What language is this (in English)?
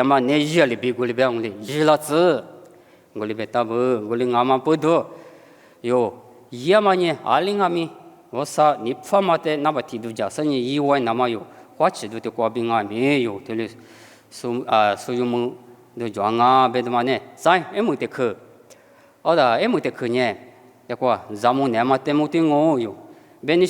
Lisu